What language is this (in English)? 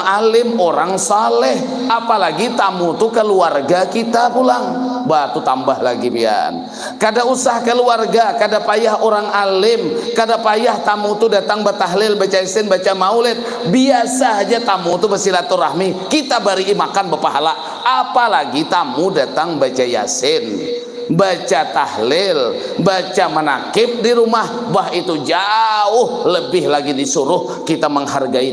Banjar